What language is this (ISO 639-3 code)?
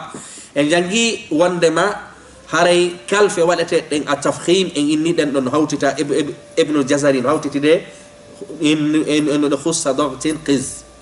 ful